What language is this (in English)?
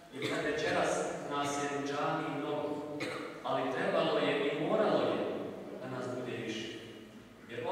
Bosnian